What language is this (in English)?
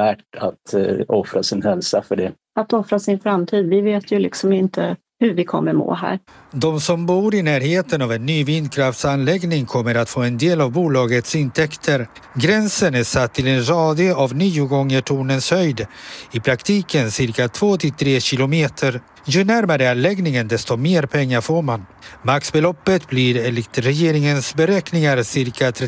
Swedish